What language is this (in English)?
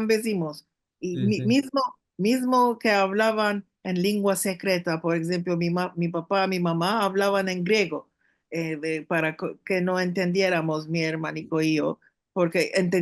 Ladino